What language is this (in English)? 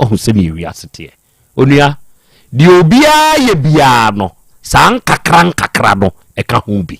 Akan